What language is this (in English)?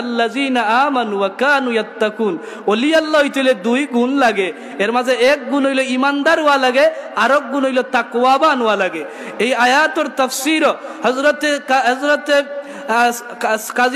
Sylheti